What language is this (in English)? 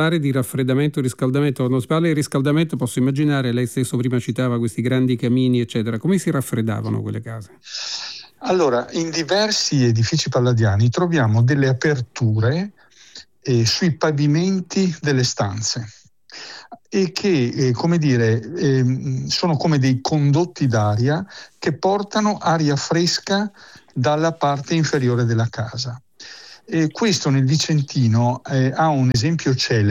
Italian